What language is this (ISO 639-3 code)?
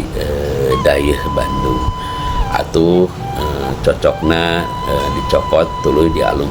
sun